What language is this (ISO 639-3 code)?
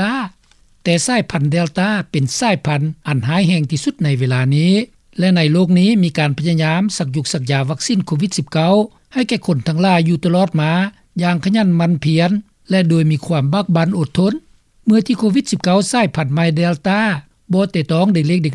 lao